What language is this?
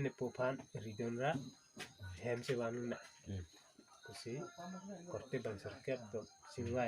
Karbi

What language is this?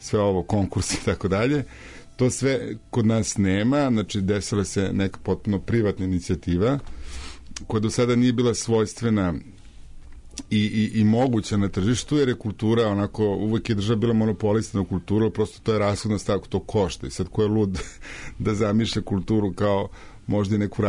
Serbian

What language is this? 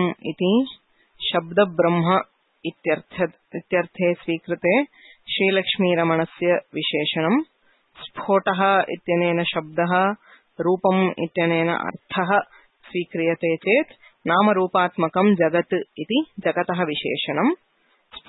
Sanskrit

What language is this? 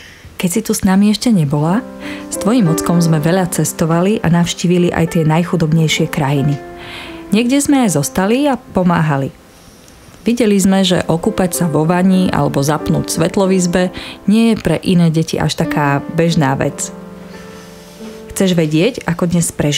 Slovak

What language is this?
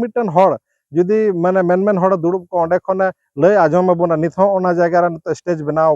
Santali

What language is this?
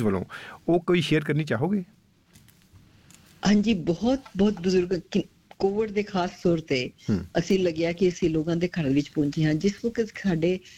Punjabi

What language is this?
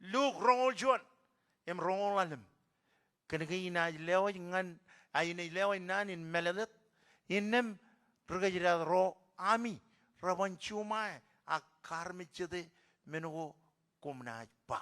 Marshallese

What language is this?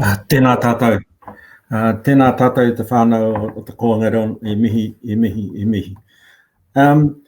Māori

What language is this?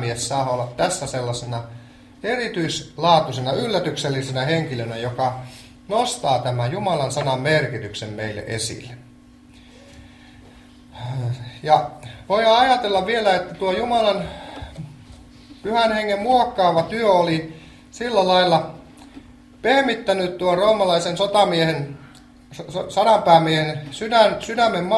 Finnish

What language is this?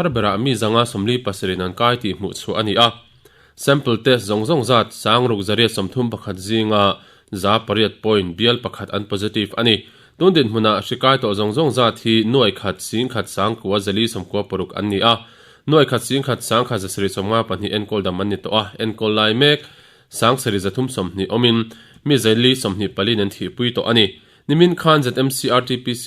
Mizo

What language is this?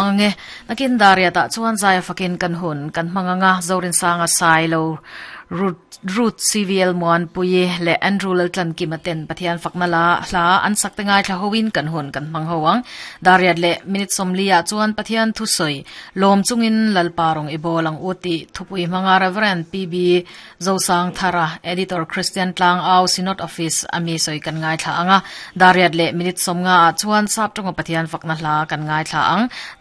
Mizo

